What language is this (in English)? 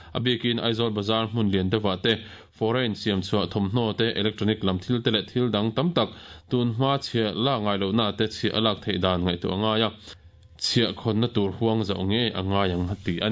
Mizo